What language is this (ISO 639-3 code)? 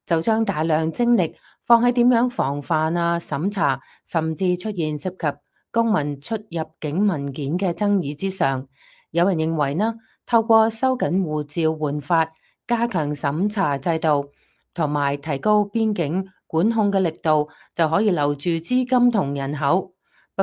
yue